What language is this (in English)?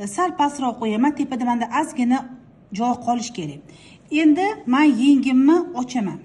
Uzbek